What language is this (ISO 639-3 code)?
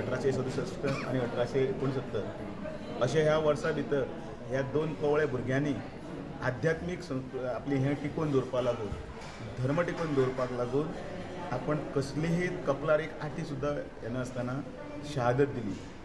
kok